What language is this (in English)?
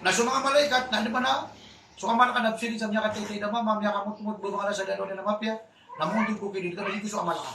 Maranao